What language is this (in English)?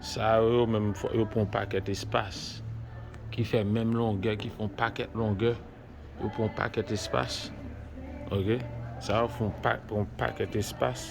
Haitian Creole